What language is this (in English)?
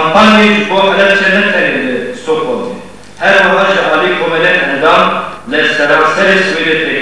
Kurdish